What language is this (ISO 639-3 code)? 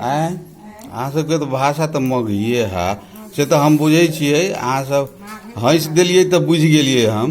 mai